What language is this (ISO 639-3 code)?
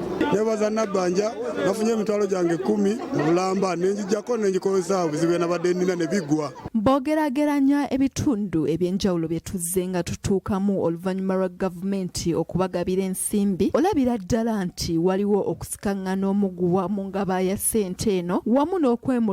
lug